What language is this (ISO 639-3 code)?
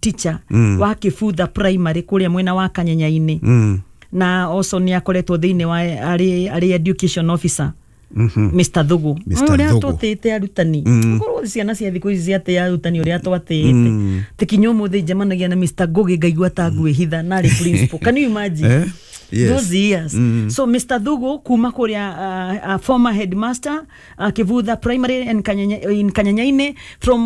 kik